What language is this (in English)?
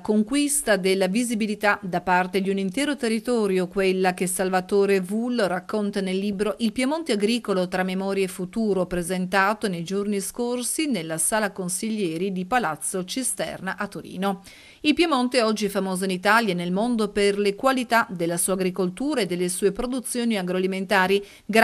Italian